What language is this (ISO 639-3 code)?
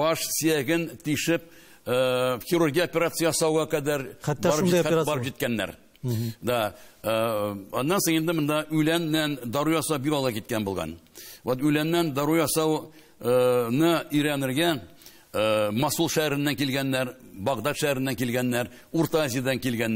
tat